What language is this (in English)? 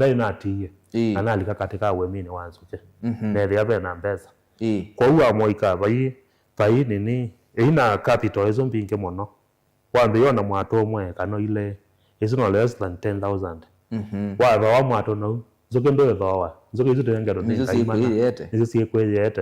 Kamba